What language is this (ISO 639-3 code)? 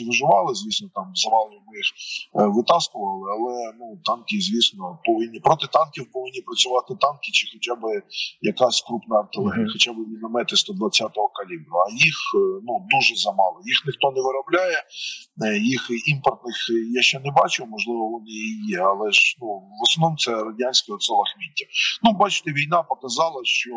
ukr